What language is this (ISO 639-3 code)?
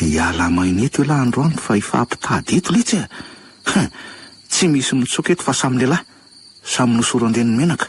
mlg